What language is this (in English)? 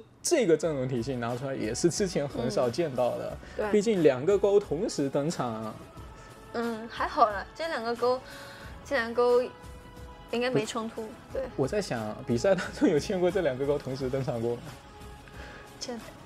Chinese